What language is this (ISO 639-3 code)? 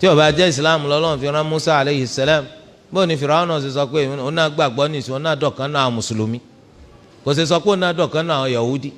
yor